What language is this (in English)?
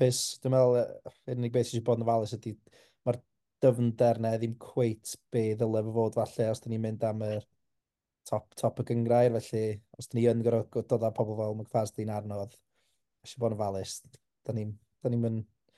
Welsh